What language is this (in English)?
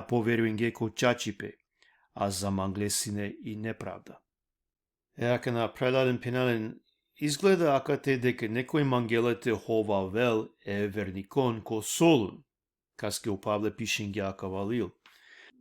Balkan Romani